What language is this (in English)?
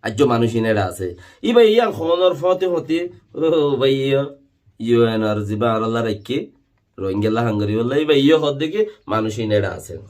Rohingya